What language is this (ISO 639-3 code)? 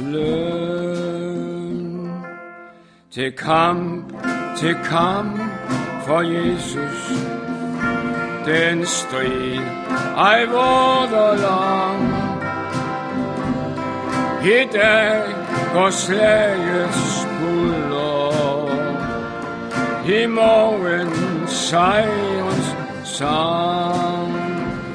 dan